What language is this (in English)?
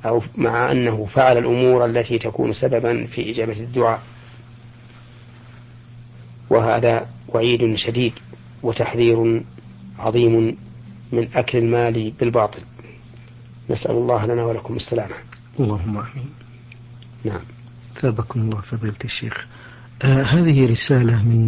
Arabic